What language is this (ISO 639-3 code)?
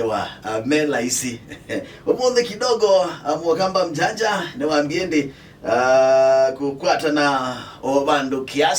kam